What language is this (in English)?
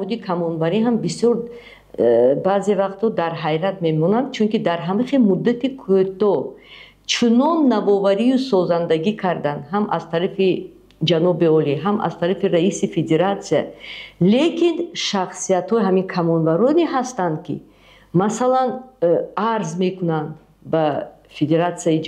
Tajik